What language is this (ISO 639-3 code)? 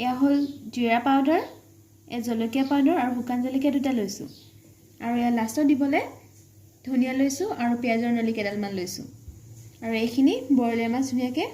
asm